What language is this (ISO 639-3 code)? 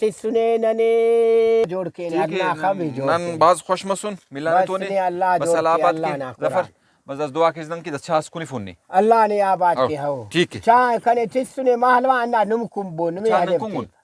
brh